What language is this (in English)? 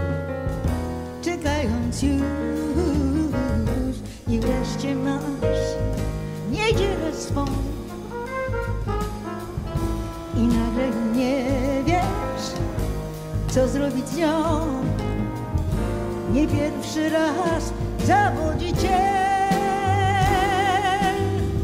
Polish